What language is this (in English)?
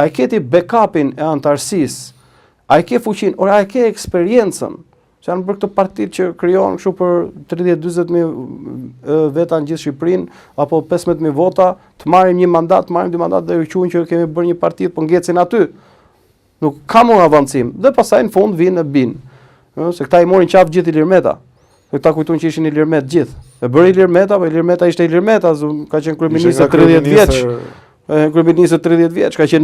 Albanian